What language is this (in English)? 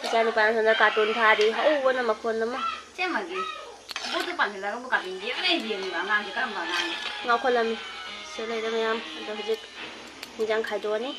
Manipuri